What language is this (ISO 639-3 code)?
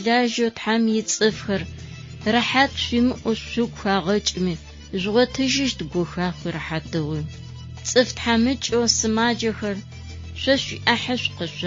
ady